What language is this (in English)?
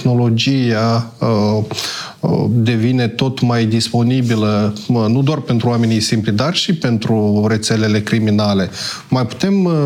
Romanian